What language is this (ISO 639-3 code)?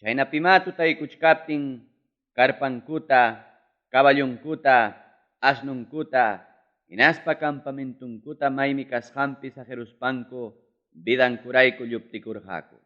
quy